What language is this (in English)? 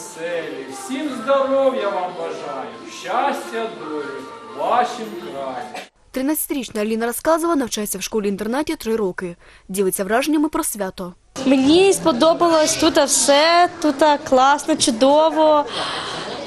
Ukrainian